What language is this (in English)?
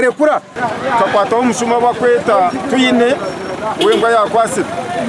Nyankole